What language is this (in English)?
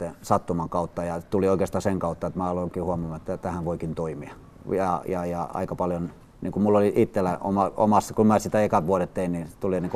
Finnish